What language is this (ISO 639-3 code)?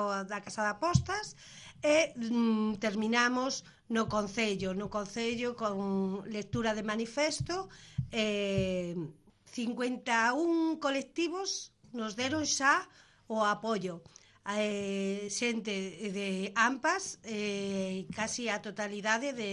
glg